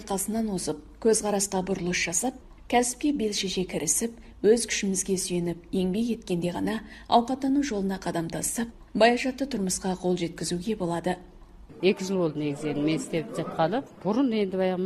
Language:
Kazakh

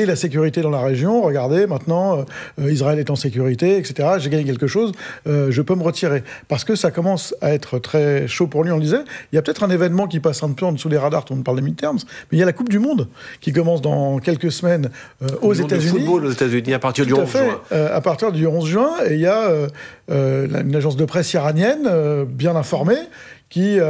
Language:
French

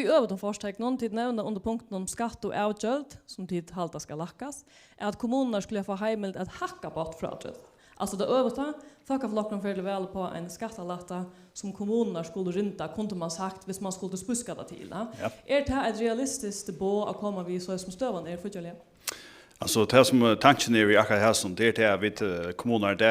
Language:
Faroese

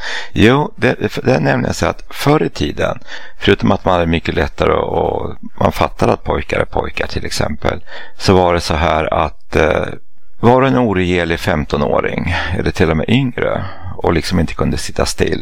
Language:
Swedish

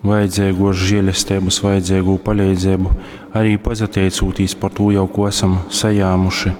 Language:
Latgalian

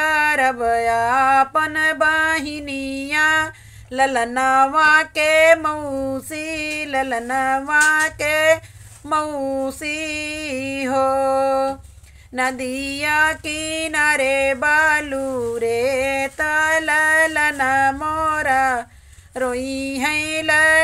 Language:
Bhojpuri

